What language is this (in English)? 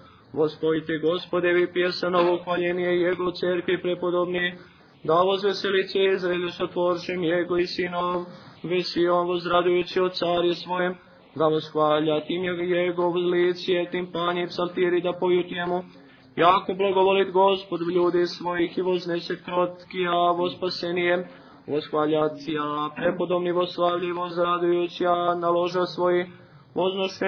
Serbian